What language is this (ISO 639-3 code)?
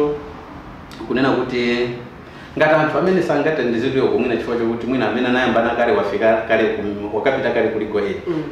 nya